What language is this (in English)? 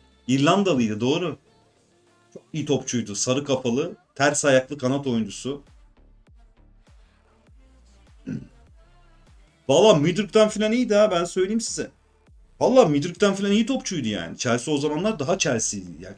Turkish